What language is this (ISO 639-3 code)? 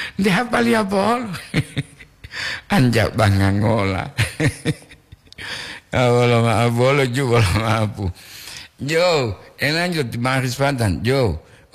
gor